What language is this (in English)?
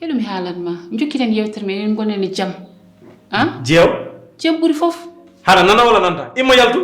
Fula